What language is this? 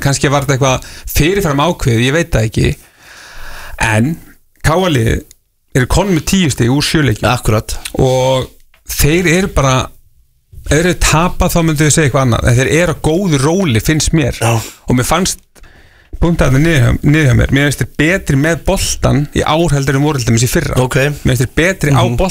Icelandic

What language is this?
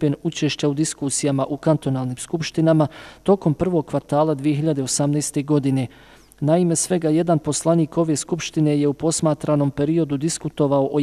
Bosnian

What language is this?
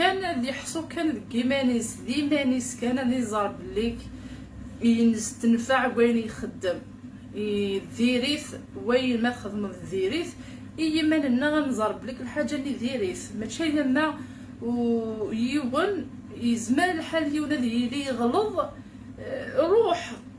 Kabyle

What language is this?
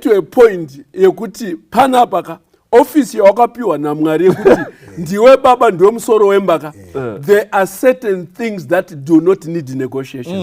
Shona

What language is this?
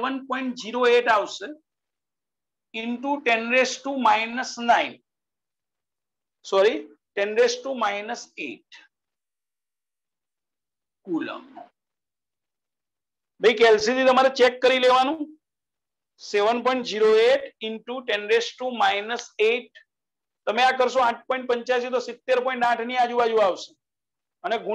Gujarati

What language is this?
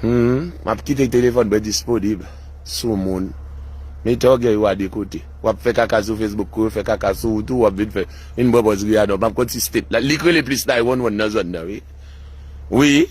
Haitian Creole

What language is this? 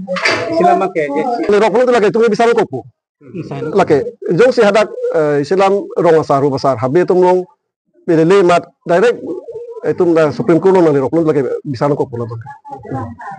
Karbi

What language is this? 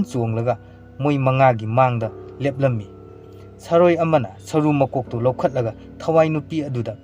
Manipuri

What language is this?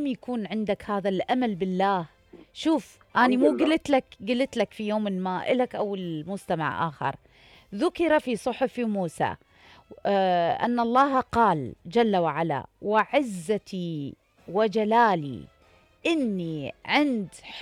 Mesopotamian Arabic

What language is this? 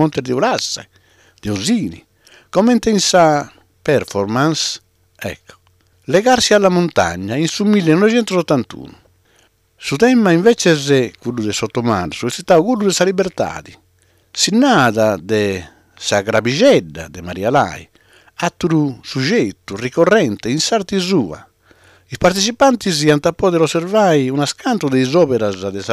Sardinian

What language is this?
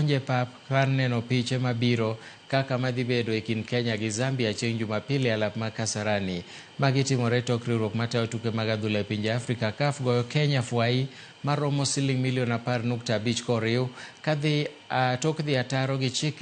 Luo (Kenya and Tanzania)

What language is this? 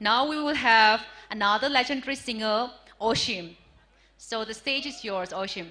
Tangkhul Naga (India)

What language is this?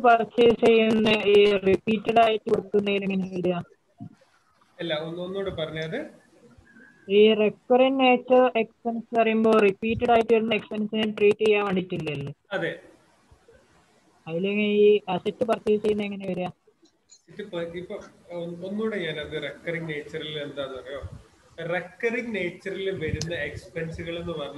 Malayalam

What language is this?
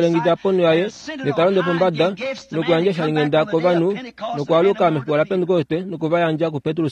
Kuanyama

